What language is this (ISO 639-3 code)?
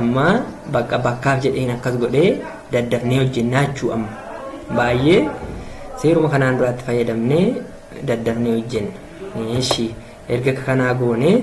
orm